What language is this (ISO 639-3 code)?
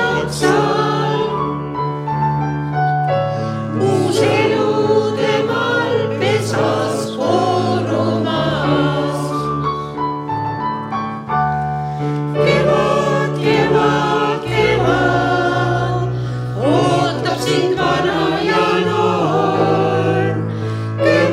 est